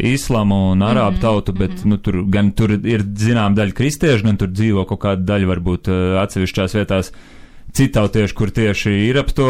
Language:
Latvian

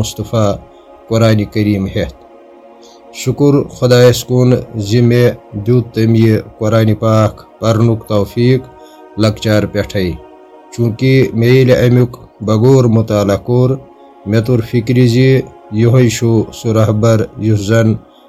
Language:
Kashmiri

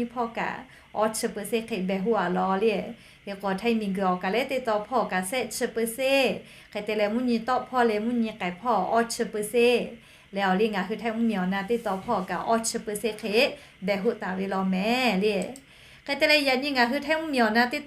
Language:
Lahu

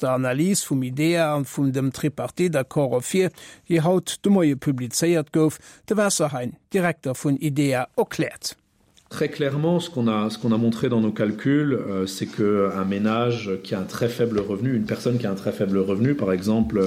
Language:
Luxembourgish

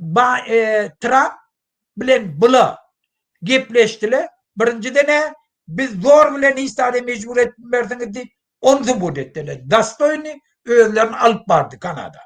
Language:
Turkmen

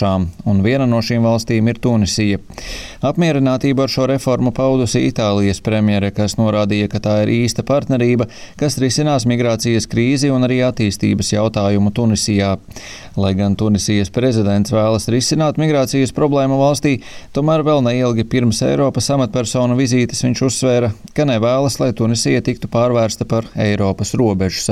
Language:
Latvian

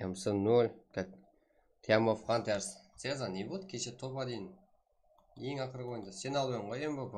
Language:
Kara-Kalpak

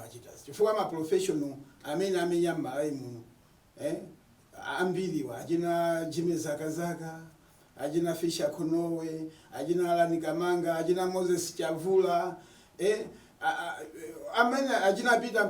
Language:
Nyanja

